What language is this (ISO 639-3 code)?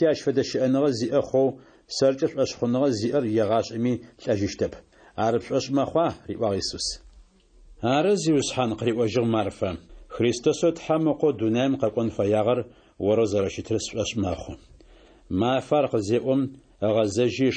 ady